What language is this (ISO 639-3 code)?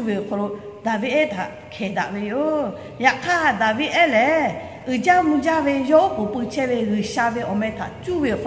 lhu